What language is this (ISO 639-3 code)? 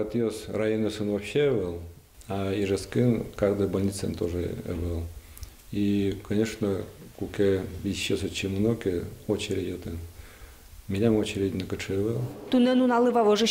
udm